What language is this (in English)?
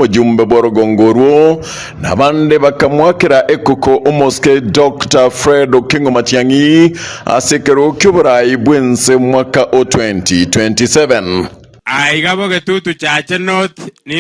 Gusii